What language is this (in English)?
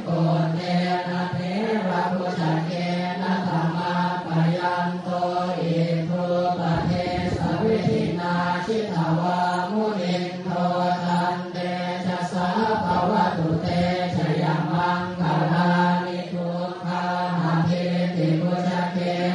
Pali